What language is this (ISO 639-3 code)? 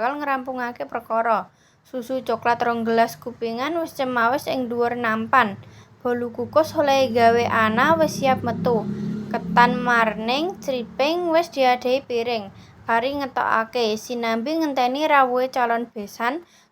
jav